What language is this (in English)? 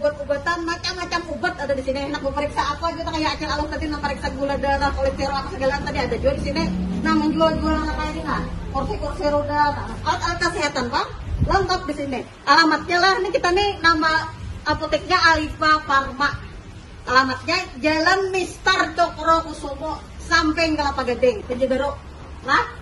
Banjar